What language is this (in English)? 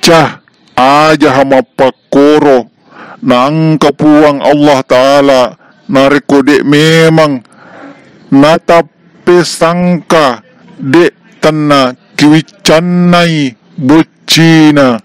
Buginese